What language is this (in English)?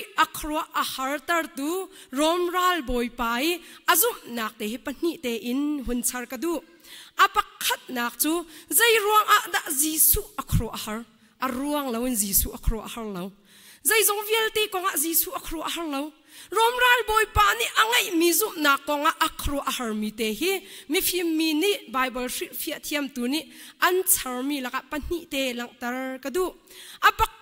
Hakha Chin